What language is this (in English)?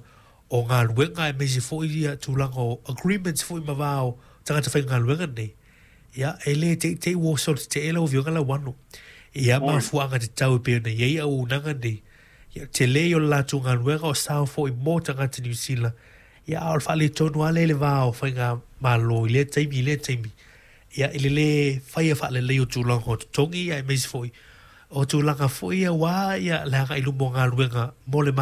Samoan